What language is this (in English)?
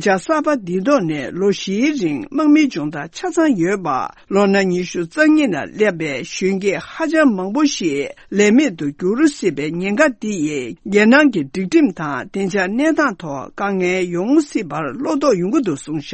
Tibetan